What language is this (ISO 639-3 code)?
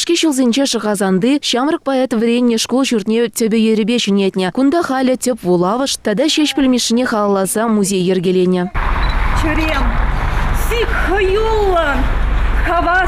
chv